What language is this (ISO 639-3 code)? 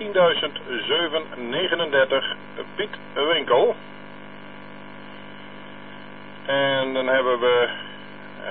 nld